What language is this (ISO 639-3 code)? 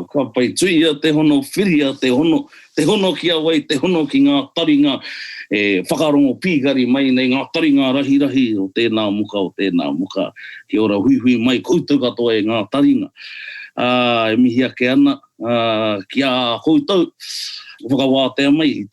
mri